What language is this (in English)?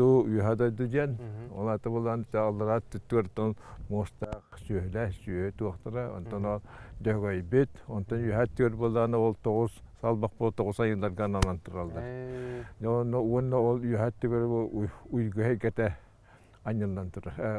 Yakut